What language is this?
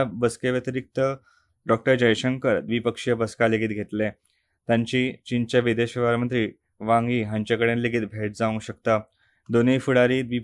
Konkani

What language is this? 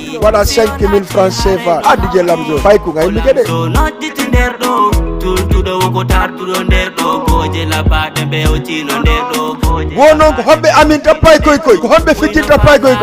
Fula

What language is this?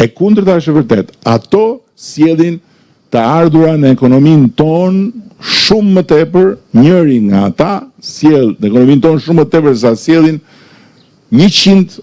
Albanian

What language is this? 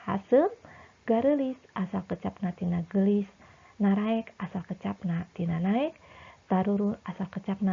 Sundanese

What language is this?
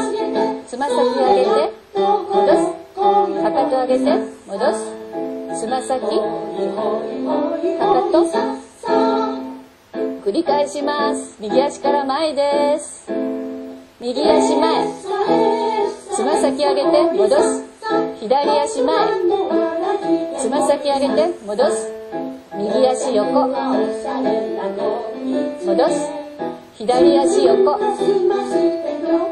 Japanese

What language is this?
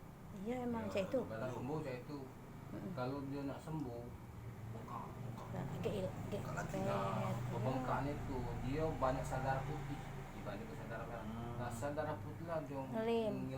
Musi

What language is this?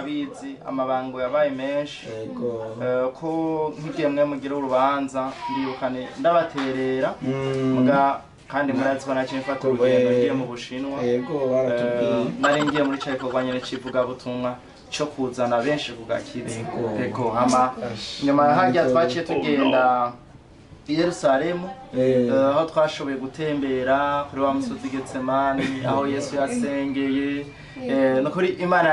Rundi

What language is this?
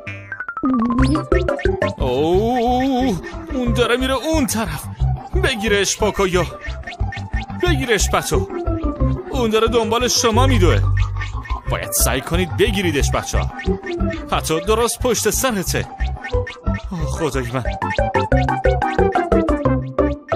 Persian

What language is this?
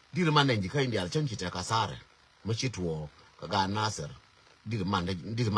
Nuer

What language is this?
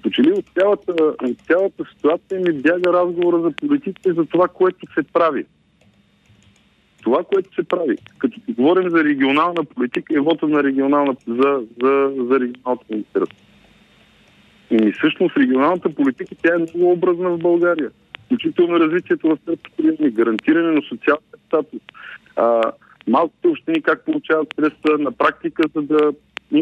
Bulgarian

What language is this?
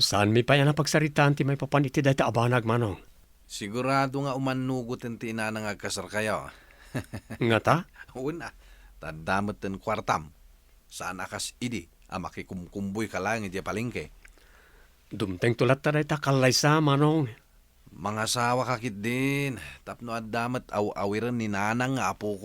Iloko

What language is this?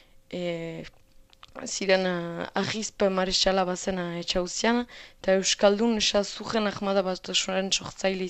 Basque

